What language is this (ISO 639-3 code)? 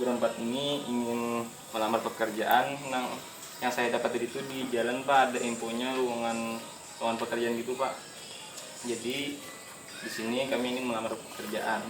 bjn